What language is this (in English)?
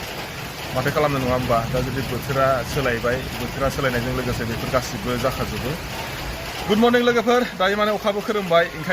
Bodo